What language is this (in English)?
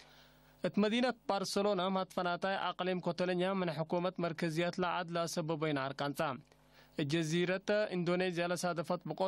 Tigre